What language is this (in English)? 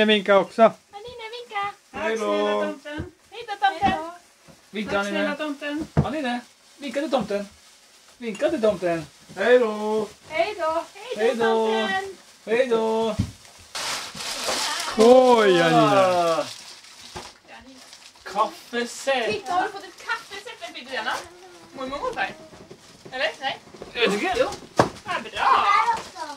Swedish